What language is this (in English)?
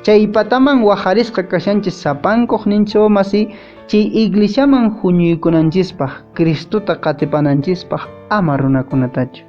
Quechua